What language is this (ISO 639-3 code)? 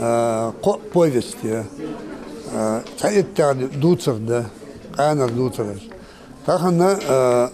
inh